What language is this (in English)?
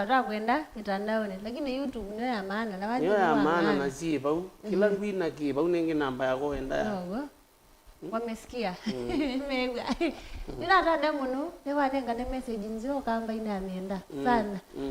Kamba